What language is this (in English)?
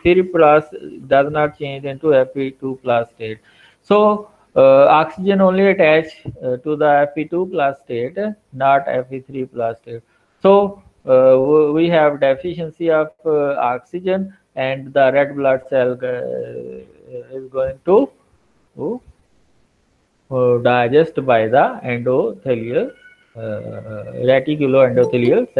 English